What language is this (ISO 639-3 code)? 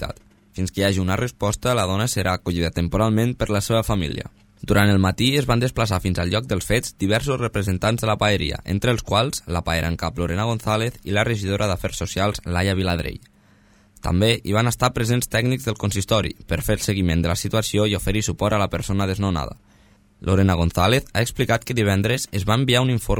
cat